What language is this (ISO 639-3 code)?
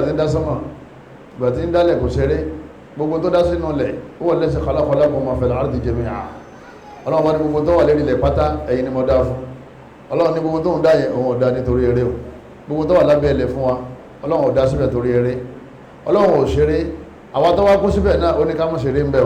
yor